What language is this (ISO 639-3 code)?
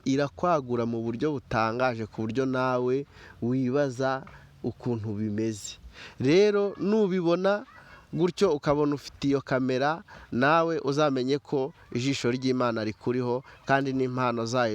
kin